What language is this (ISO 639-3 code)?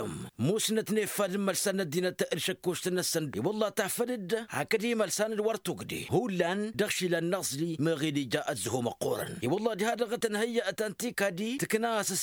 taq